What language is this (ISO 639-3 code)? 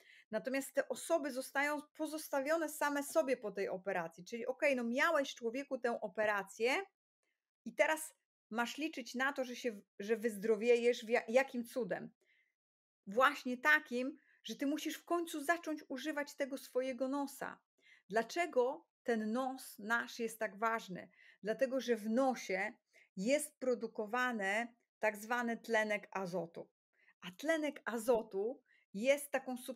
pol